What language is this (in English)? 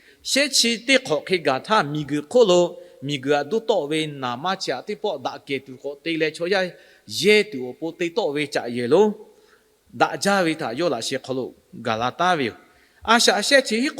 Lahu